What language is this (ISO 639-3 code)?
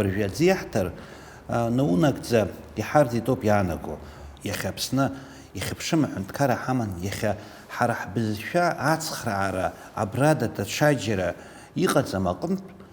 abk